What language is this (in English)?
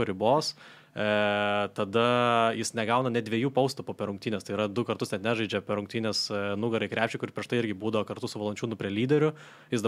Lithuanian